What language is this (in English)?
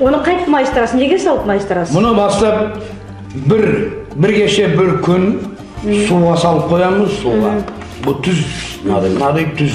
Nogai